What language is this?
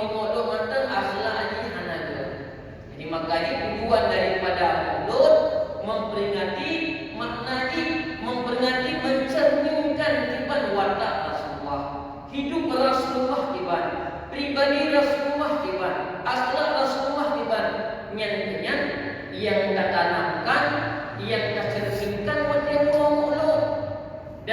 Achinese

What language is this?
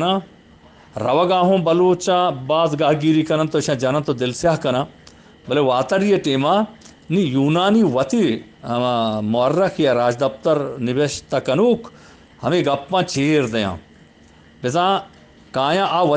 Eastern Balochi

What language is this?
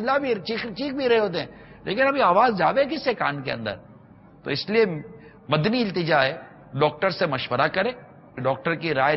Urdu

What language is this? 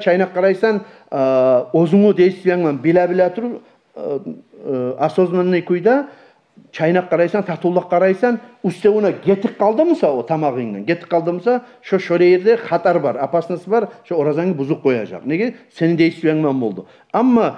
Kumyk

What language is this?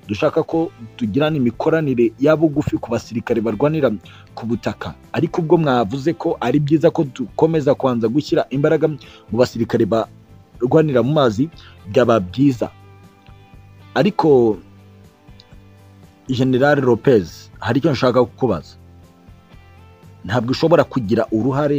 Kinyarwanda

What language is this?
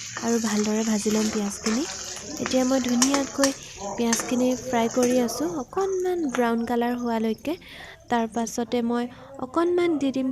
Assamese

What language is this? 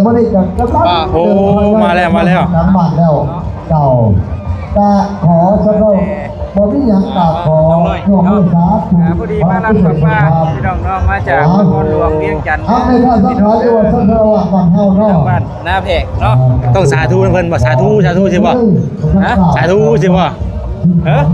Lao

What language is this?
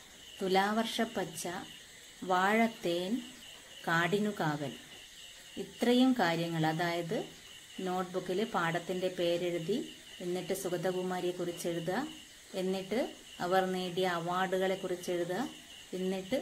Malayalam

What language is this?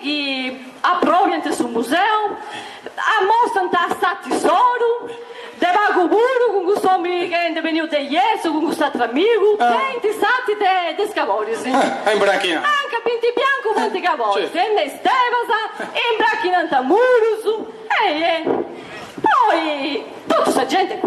Sardinian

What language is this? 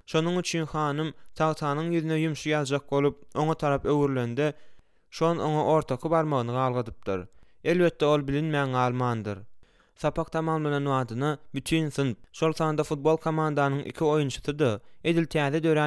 Turkmen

